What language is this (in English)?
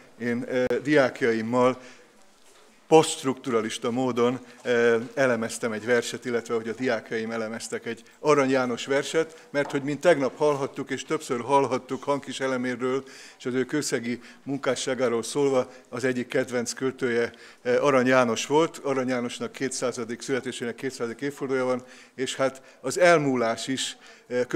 Hungarian